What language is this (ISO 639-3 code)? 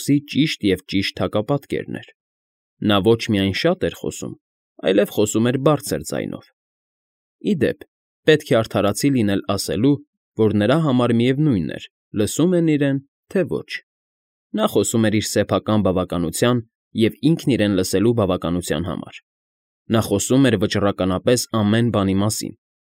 hye